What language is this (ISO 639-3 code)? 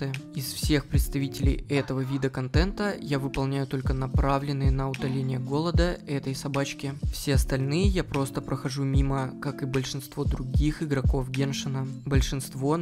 rus